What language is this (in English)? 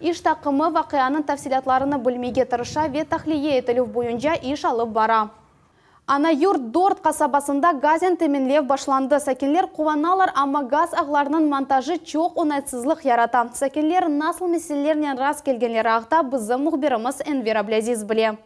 Crimean Tatar